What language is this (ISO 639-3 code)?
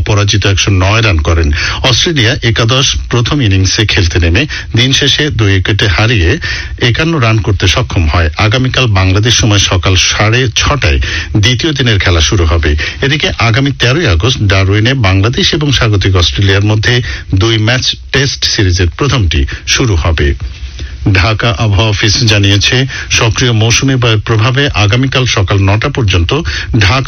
ben